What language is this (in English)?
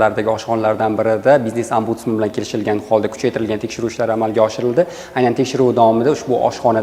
Uzbek